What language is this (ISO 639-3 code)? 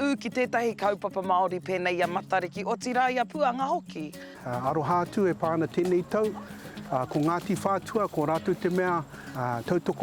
mri